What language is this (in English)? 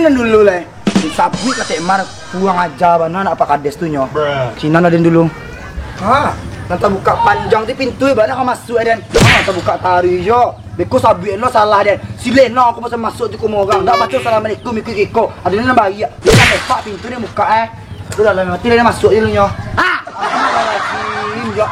Minangkabau